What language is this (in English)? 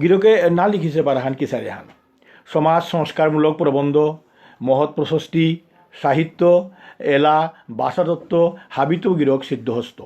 Bishnupriya